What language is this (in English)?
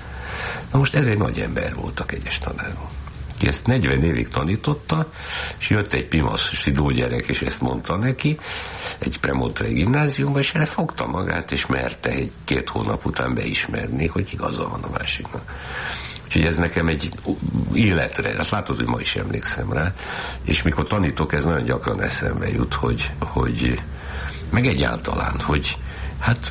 Hungarian